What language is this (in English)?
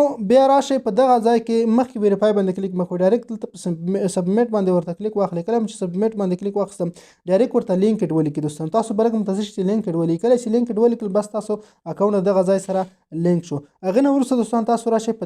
Pashto